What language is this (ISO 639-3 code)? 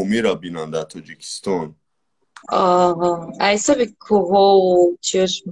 tgk